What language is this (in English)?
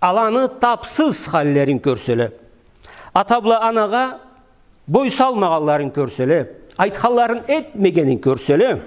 Karachay-Balkar